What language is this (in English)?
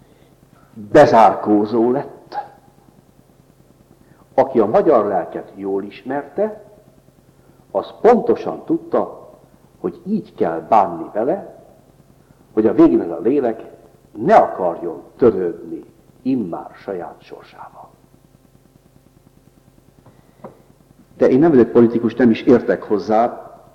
Hungarian